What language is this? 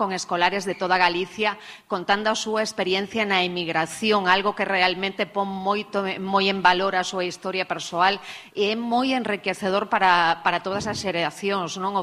Galician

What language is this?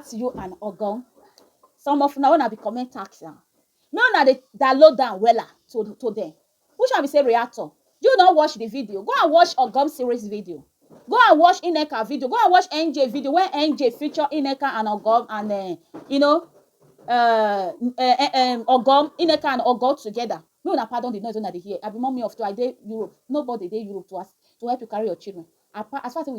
Nigerian Pidgin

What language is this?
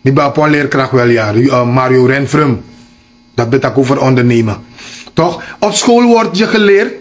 Sranan Tongo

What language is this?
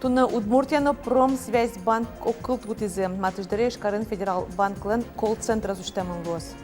Udmurt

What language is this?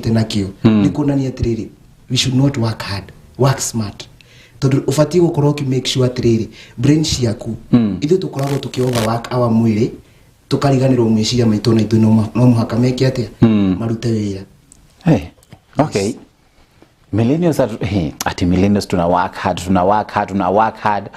Kikuyu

